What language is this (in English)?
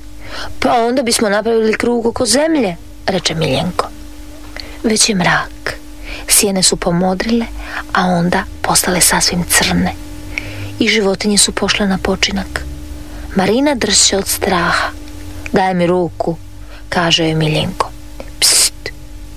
Croatian